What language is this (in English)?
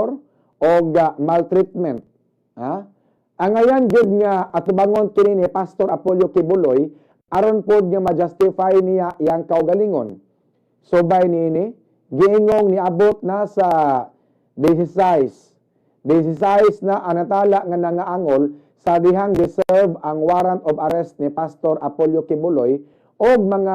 Cebuano